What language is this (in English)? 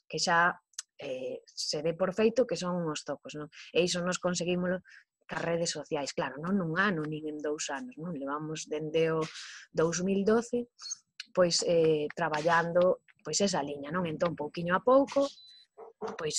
Galician